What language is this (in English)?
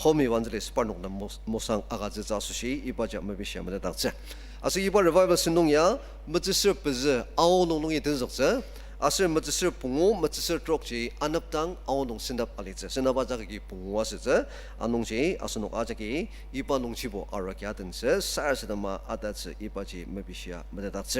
Ao Naga